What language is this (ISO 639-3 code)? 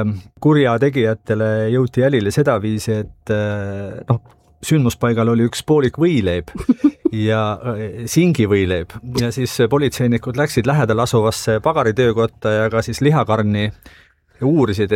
est